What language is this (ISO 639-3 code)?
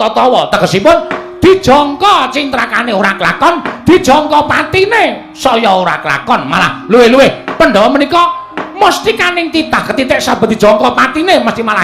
jav